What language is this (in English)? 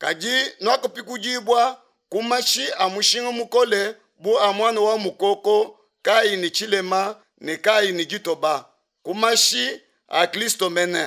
Luba-Lulua